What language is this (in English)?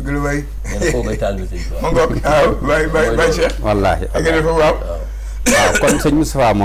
Wolof